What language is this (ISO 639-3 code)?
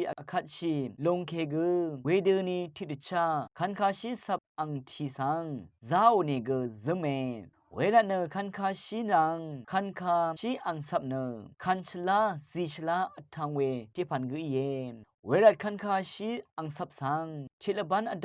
raw